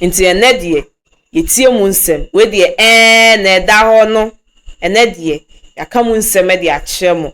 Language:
Akan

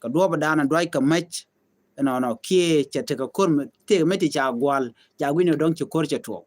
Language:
Nuer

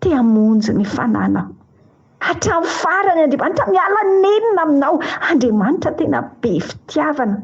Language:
Malagasy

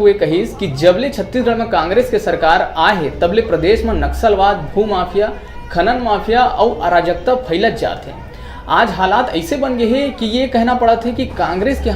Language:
Chhattisgarhi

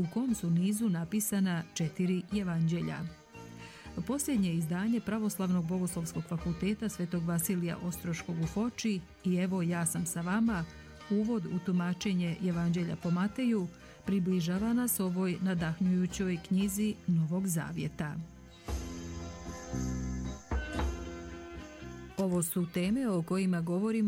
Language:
Serbian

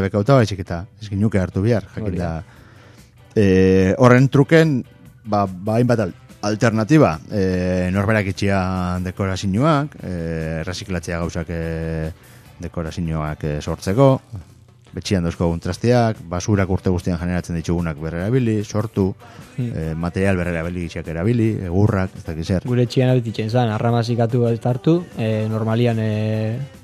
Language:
Basque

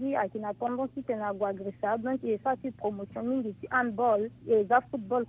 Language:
Sango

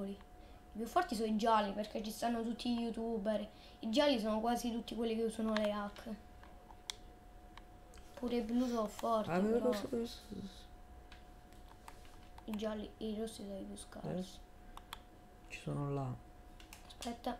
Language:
Italian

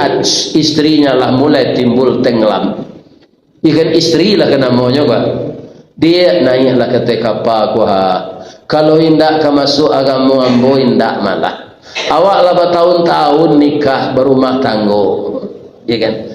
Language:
Minangkabau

